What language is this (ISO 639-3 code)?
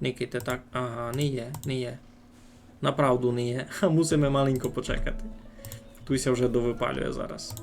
rue